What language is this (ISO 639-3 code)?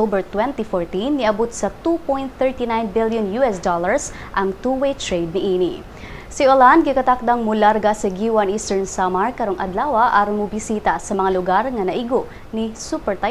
ceb